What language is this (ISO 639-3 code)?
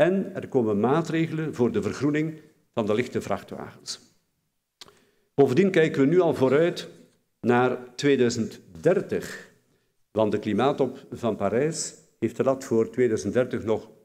nld